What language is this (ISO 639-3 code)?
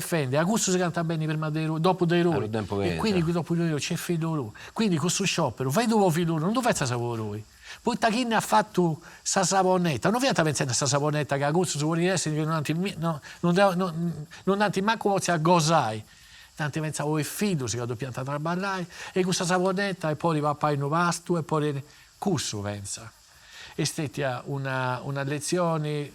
srd